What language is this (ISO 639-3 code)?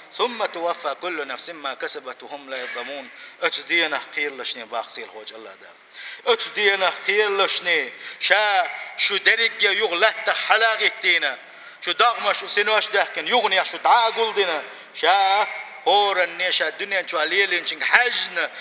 che